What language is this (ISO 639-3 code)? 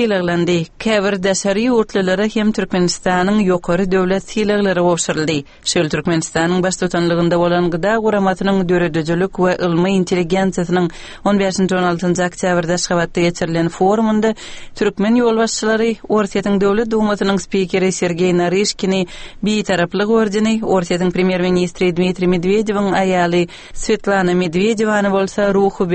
tuk